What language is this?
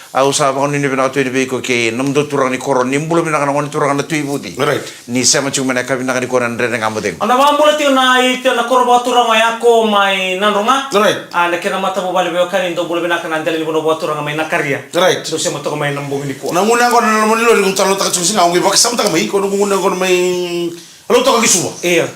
Fijian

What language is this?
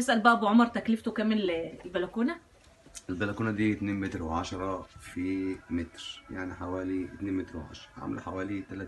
Egyptian Arabic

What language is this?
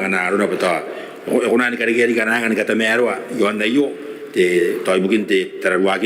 Gilbertese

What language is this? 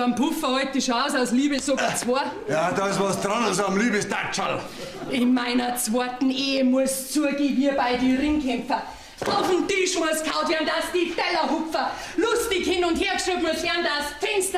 Bavarian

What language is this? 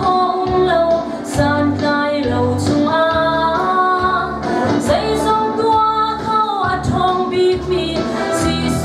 Hakha Chin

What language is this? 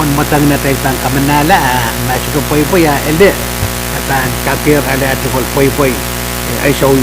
Pohnpeian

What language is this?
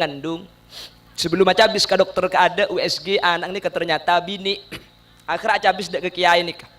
Madurese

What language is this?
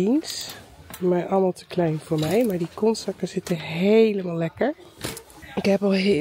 Dutch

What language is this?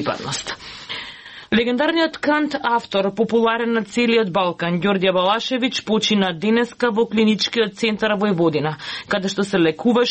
Macedonian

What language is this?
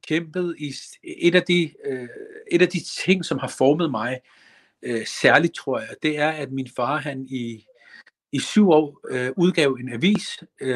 Danish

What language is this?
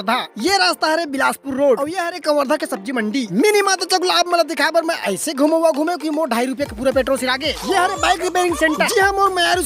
Chhattisgarhi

